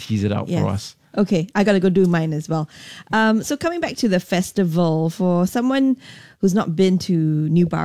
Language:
English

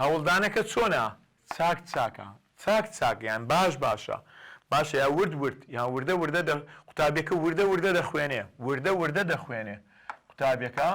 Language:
Central Kurdish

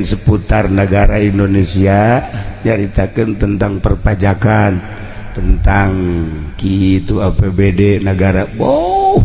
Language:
Sundanese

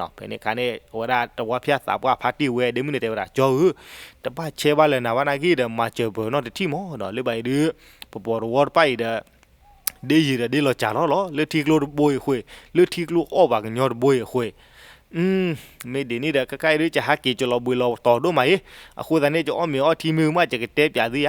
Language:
S'gaw Karen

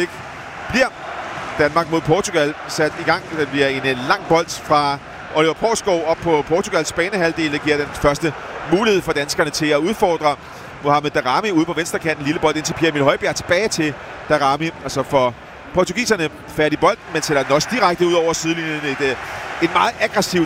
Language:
Danish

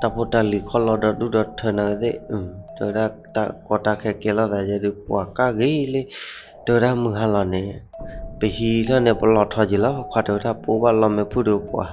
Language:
S'gaw Karen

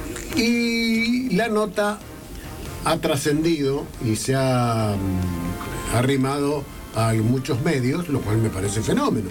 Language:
Spanish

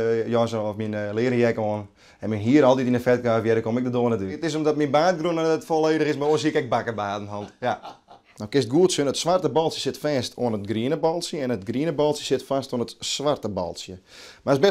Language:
Western Frisian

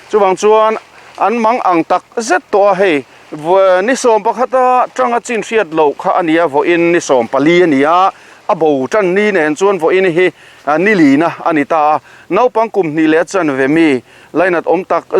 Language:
Mizo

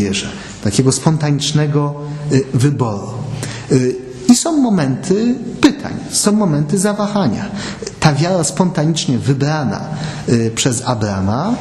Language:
Polish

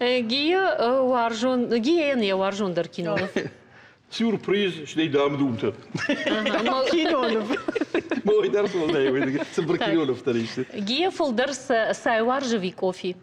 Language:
Ossetic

